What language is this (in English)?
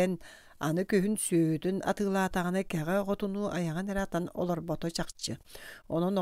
Yakut